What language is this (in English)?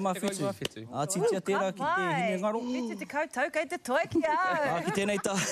Māori